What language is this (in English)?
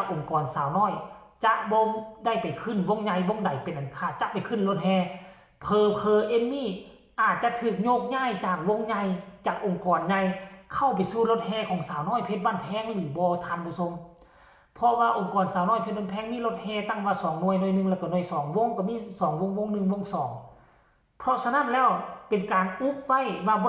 Northeastern Thai